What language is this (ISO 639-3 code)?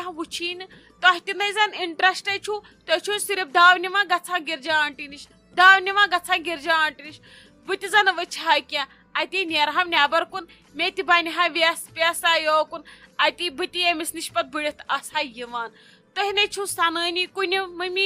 kas